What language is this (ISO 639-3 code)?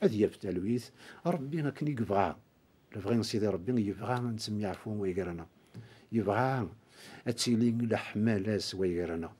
kab